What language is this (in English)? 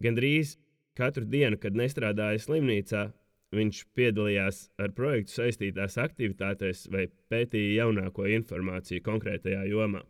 Latvian